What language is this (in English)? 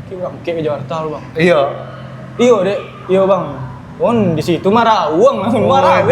Minangkabau